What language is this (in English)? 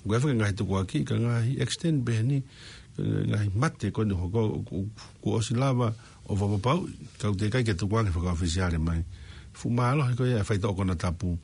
Tongan